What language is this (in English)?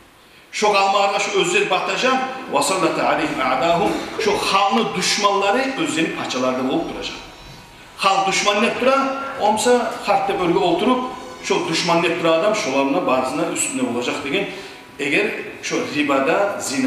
Kumyk